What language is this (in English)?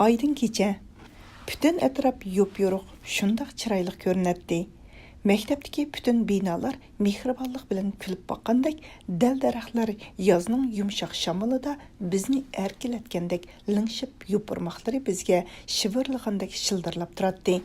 Uyghur